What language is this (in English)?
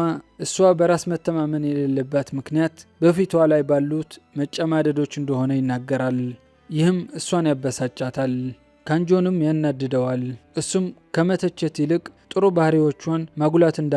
Amharic